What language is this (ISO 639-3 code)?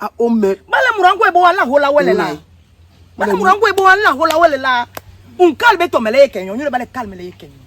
bas